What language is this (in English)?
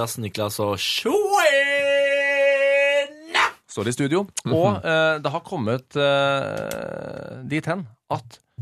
Norwegian